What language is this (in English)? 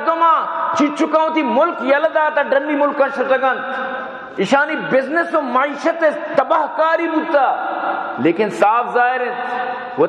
Baluchi